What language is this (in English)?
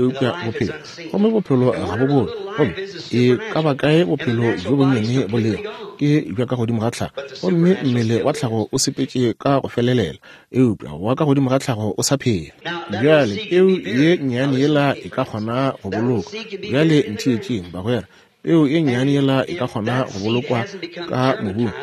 Northern Sotho